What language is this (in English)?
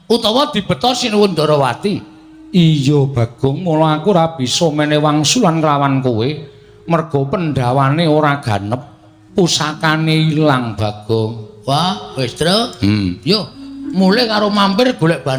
Javanese